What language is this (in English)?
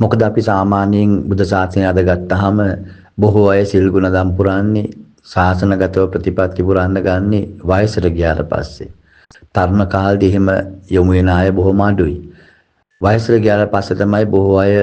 Sinhala